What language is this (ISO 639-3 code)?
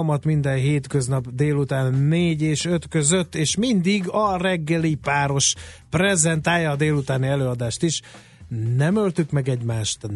hun